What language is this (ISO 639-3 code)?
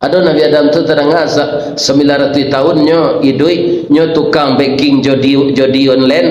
min